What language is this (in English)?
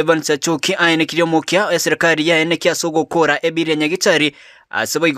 Gusii